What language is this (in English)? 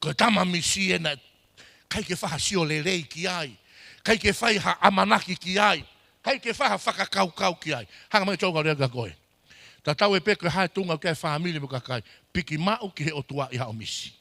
Tongan